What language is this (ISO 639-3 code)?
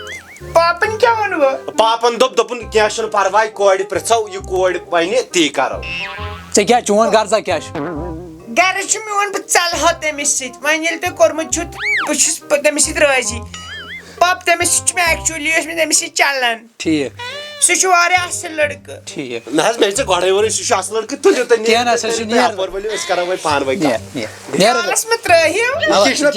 kas